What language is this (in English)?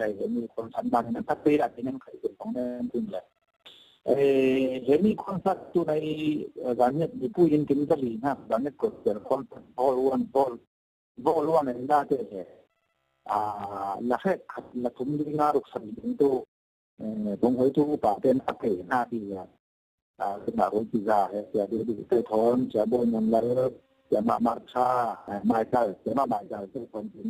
Falam Chin